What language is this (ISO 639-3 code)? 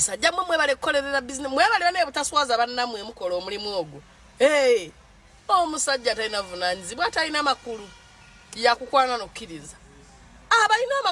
lug